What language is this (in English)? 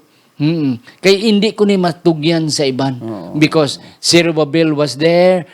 Hiligaynon